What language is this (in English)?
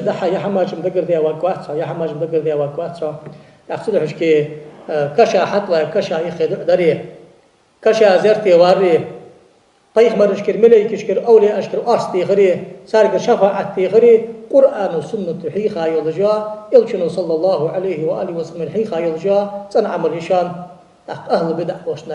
Ingush